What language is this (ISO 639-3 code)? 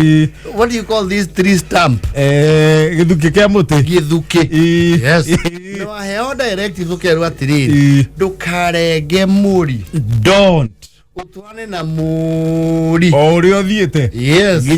kik